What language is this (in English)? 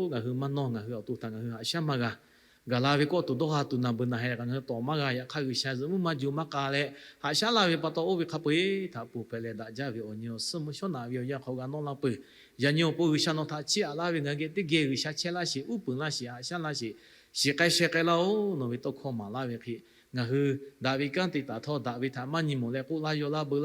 Lahu